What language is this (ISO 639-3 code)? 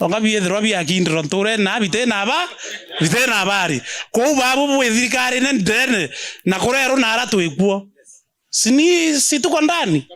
mer